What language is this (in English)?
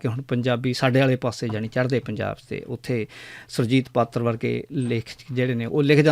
Western Panjabi